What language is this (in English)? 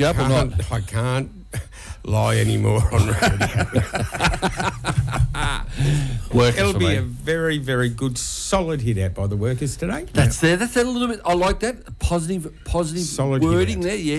English